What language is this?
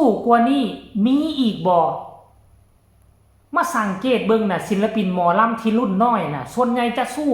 Northeastern Thai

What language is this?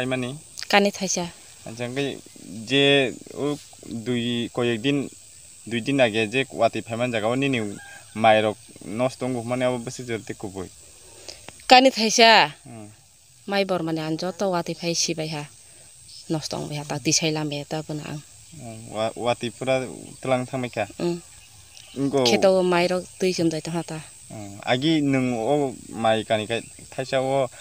Kok Borok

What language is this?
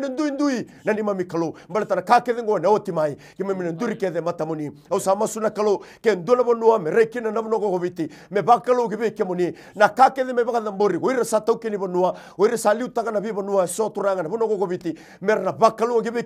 Fijian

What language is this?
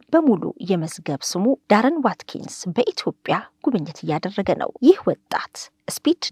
Amharic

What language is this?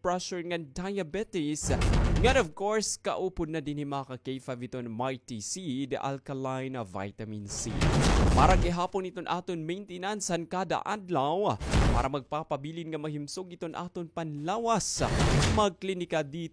Waray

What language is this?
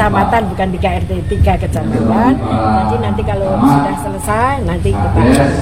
Indonesian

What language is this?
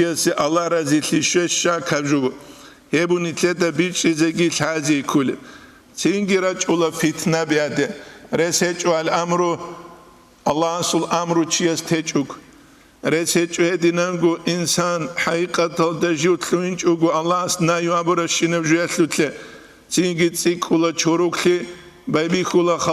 Avaric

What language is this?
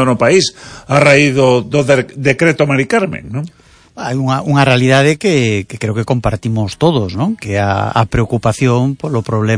Galician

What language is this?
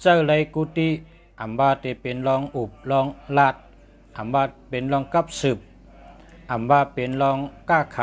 Shan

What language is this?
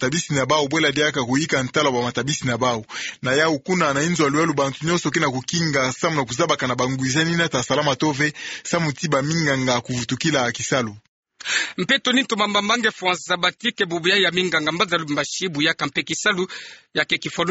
Kituba (Democratic Republic of Congo)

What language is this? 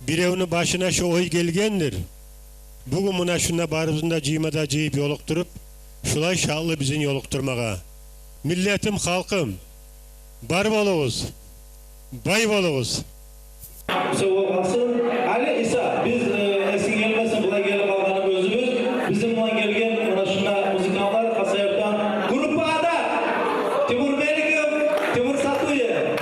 Kumyk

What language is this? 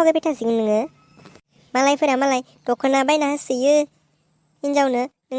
Bodo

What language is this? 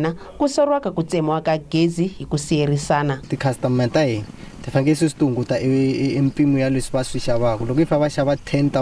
Tsonga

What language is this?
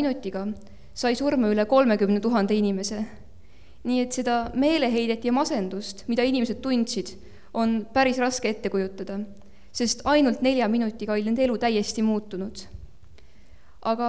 Estonian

